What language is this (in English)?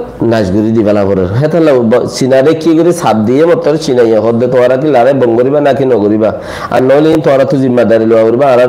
Rohingya